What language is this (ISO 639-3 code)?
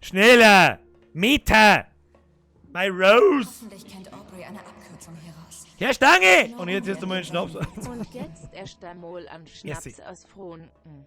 bar